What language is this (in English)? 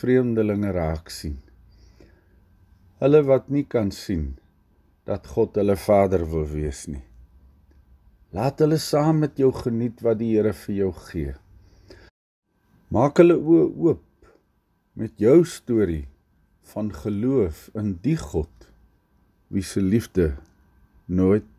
Afrikaans